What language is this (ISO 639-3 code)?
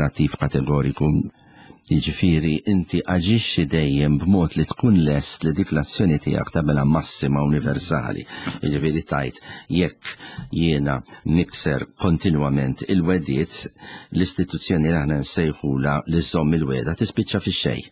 mlt